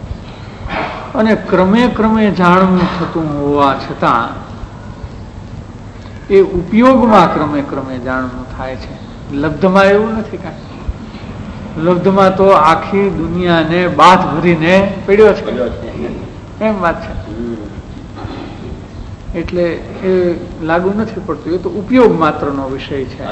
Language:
Gujarati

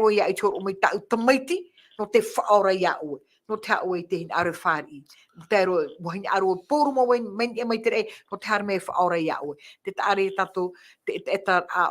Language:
Tahitian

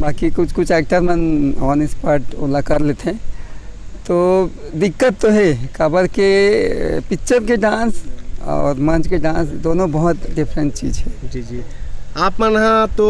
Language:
Chhattisgarhi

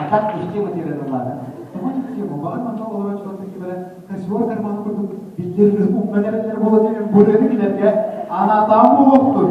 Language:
Yakut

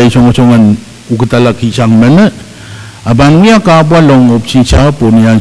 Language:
Pohnpeian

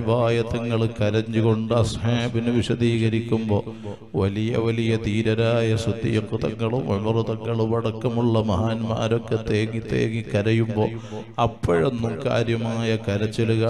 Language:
Malayalam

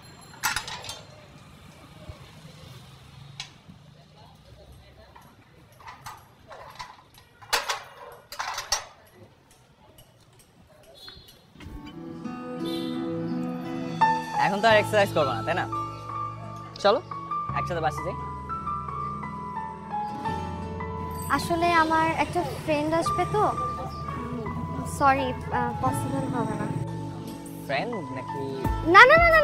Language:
Bangla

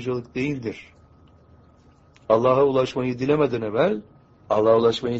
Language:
Turkish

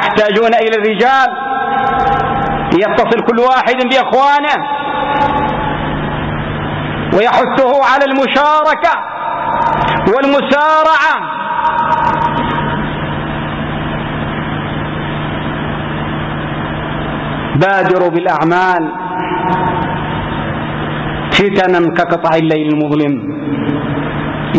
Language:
Arabic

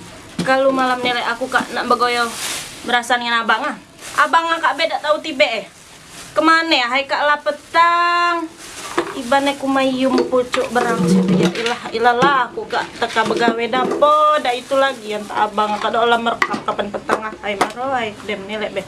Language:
Musi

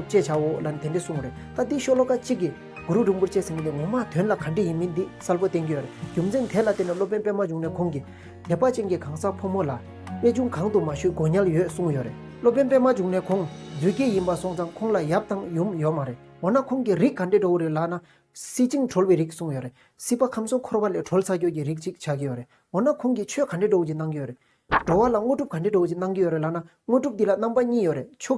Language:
Tibetan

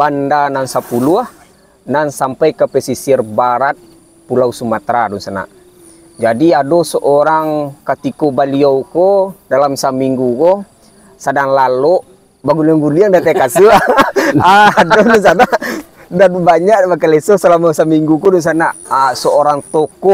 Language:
Minangkabau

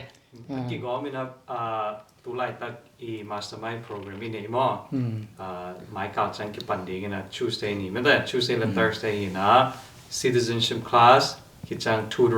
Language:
Tedim Chin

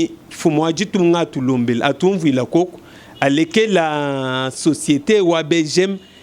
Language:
Luba-Lulua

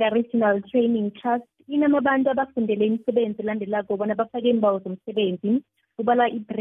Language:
South Ndebele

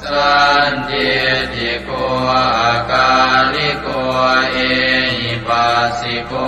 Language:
Pali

